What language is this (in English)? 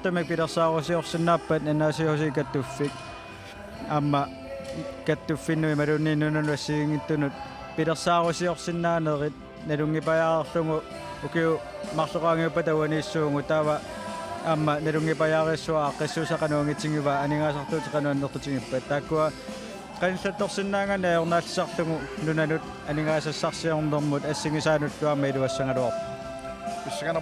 Kalaallisut